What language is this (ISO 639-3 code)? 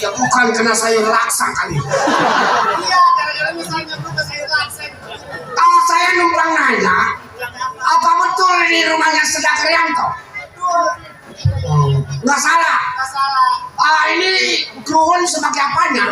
bew